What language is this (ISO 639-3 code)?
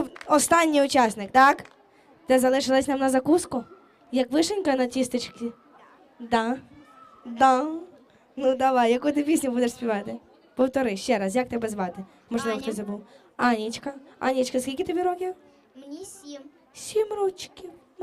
ukr